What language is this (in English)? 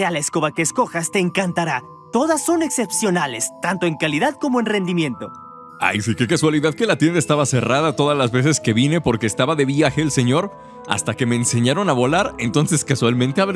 Spanish